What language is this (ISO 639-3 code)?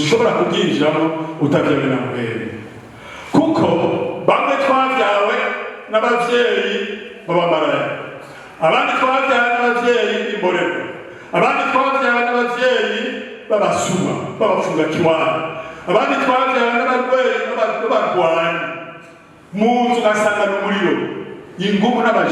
run